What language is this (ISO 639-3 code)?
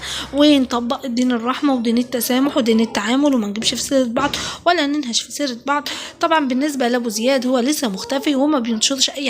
arz